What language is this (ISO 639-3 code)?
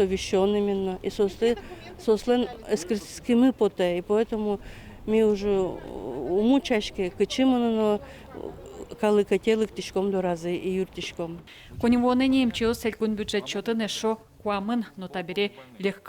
udm